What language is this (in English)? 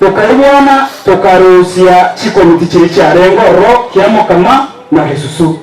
Gusii